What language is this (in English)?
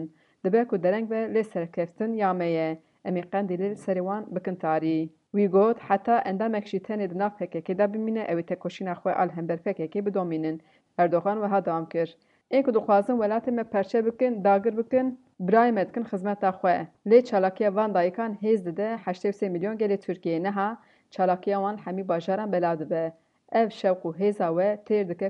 Kurdish